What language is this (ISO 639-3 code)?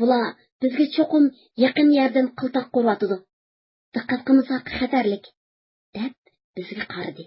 uig